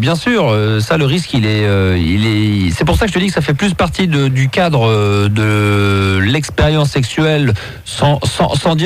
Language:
French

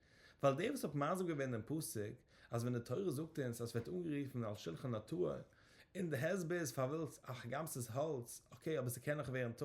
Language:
Yiddish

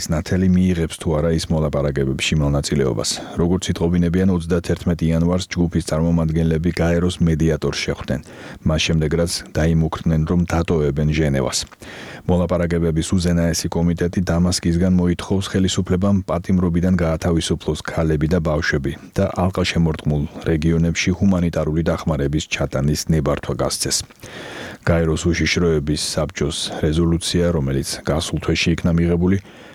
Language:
Georgian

